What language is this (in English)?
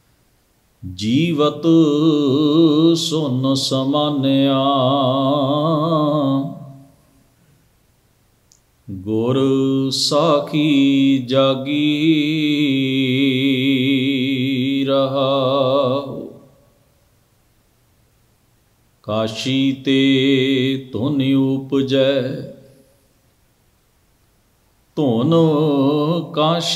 Punjabi